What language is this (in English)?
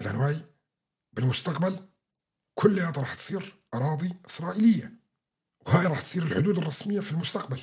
North Levantine Arabic